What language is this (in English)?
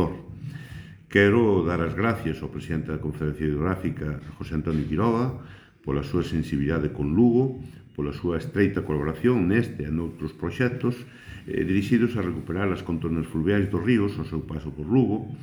Galician